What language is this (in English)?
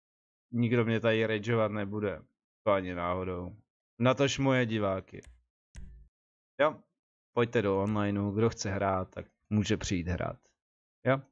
Czech